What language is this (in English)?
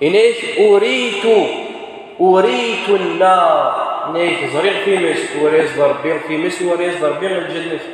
Kabyle